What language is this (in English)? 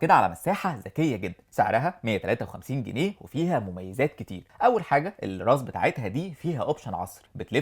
Egyptian Arabic